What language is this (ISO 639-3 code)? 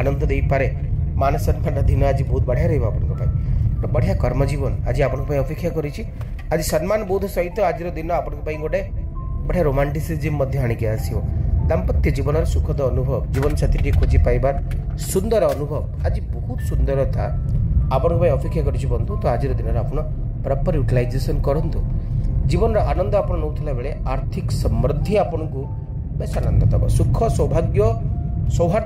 ori